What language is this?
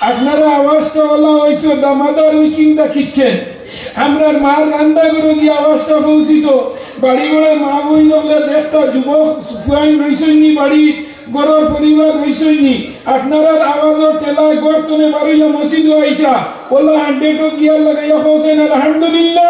Sylheti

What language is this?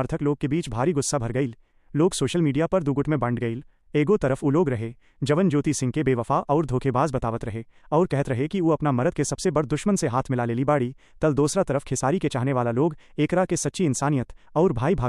Bhojpuri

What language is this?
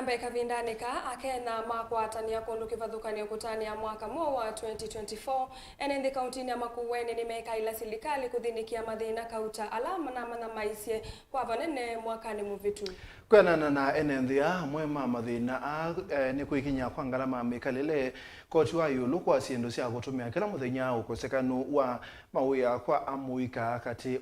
Kamba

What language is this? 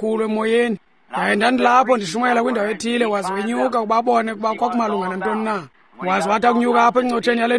Xhosa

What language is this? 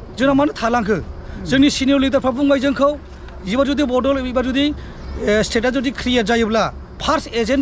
Bodo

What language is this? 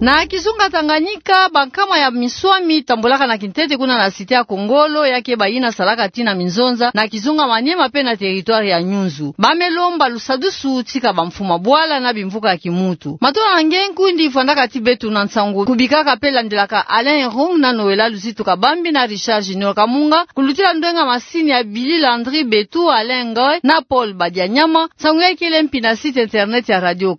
Kituba (Democratic Republic of Congo)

